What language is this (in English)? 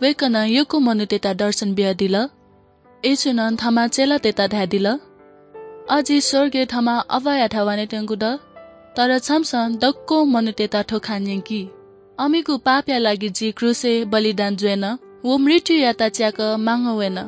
Newari